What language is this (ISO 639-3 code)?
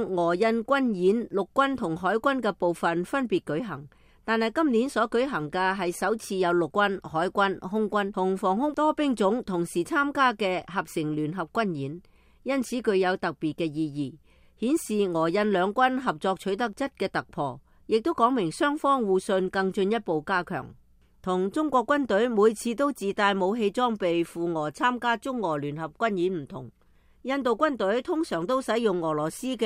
yue